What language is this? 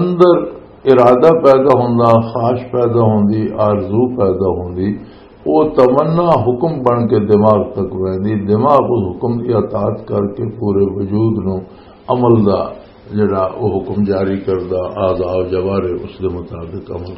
Western Panjabi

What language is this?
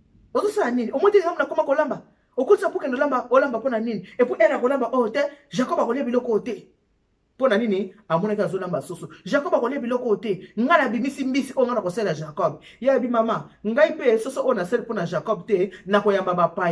Lingala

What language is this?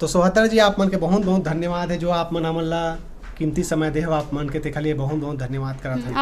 Chhattisgarhi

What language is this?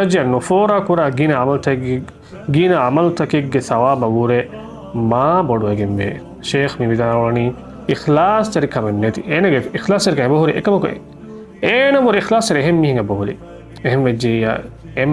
Divehi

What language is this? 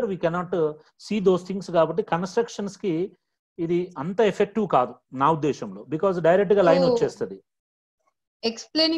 Telugu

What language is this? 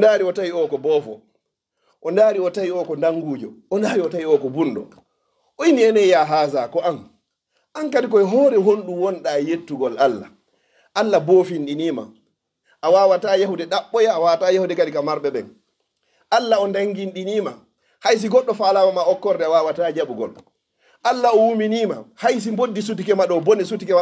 Fula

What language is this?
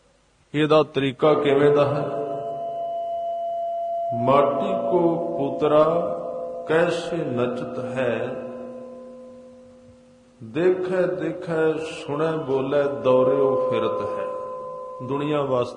Punjabi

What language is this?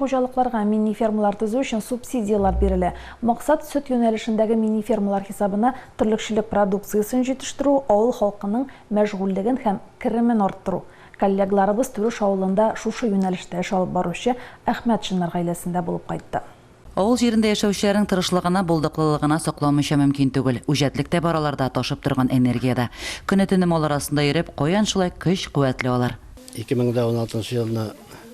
Tatar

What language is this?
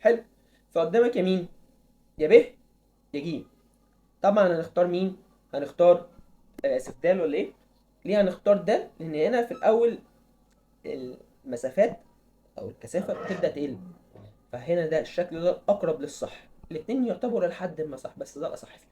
Egyptian Arabic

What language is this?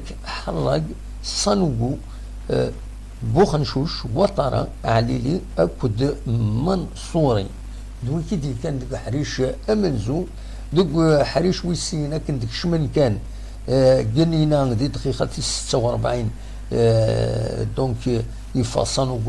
Kabyle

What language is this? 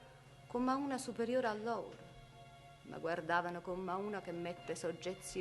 Neapolitan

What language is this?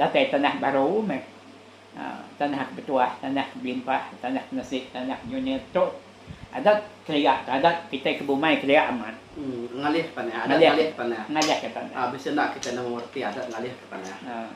Iban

